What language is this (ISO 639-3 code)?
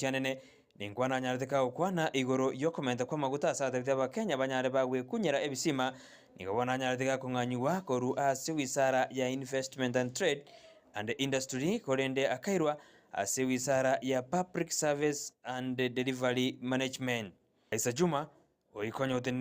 guz